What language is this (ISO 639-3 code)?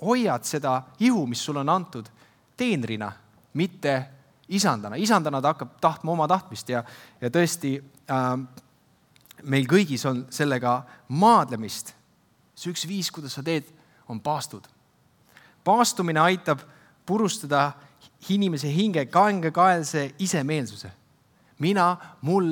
est